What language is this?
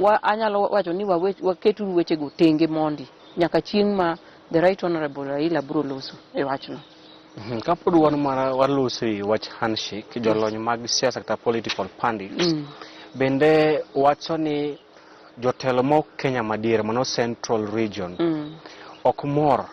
Luo (Kenya and Tanzania)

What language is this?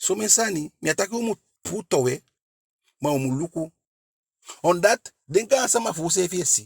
Eastern Maroon Creole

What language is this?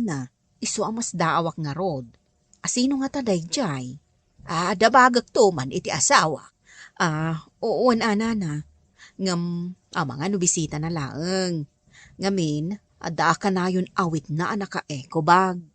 Iloko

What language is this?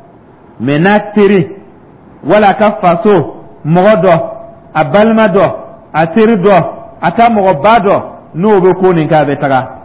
Dyula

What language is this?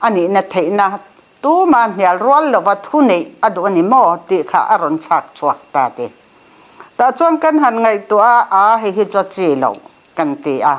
Mizo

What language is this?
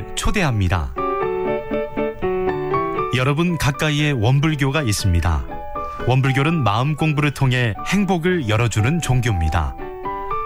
Korean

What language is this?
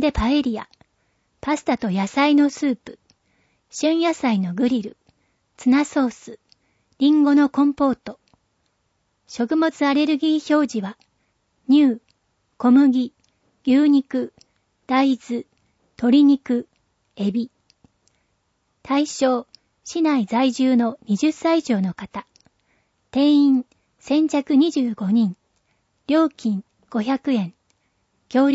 Japanese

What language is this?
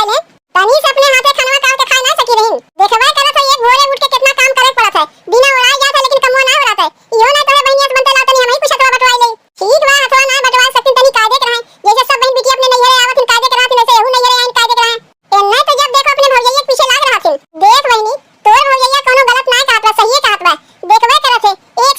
Awadhi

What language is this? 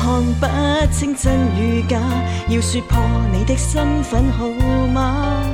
Cantonese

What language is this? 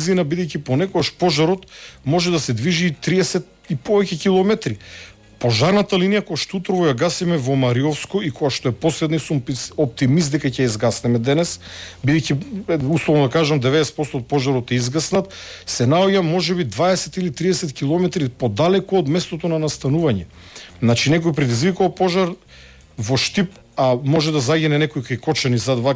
Macedonian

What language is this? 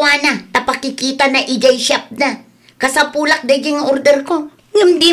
Iloko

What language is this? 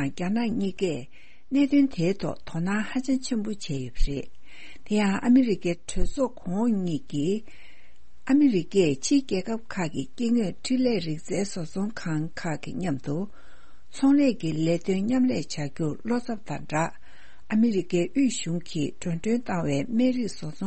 Tibetan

